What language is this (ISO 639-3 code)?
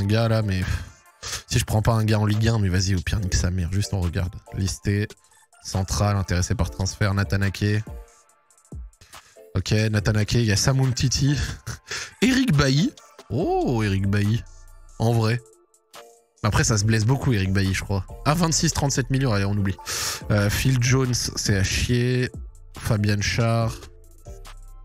fra